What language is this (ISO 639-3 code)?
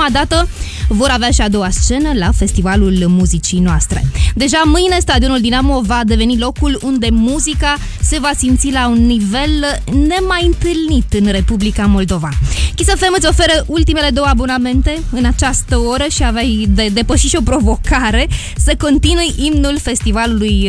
ron